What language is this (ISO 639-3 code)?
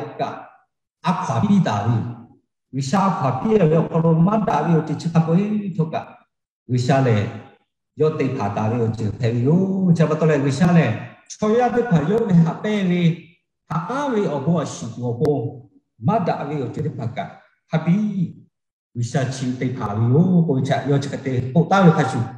lhu